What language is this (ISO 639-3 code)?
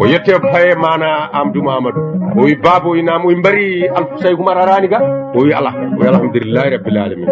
ful